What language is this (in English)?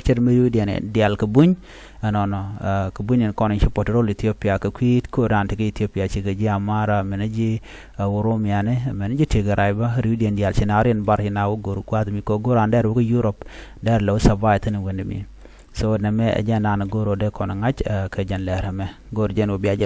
Nuer